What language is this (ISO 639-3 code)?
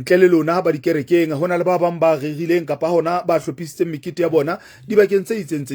sot